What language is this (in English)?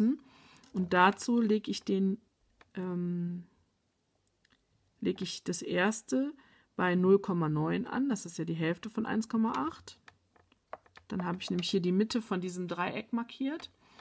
German